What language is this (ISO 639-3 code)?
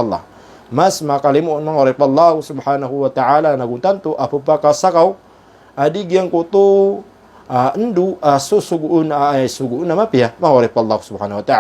mrw